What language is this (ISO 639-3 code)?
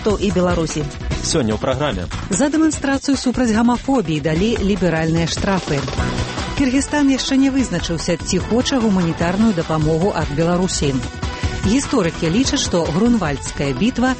bel